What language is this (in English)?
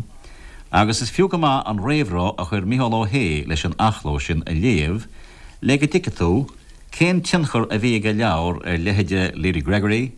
Irish